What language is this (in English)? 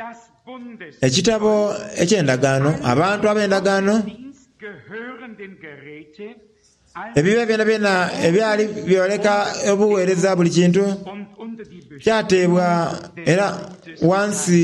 Soga